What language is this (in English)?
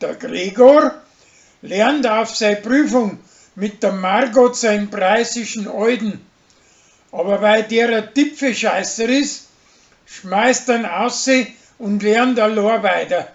Bavarian